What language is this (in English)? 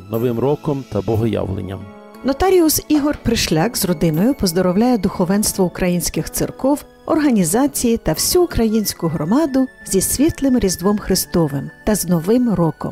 Ukrainian